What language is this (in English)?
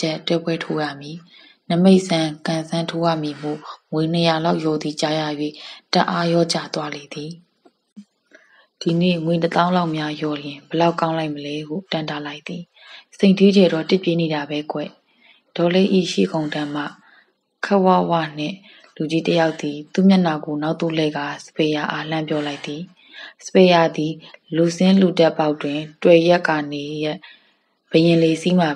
Burmese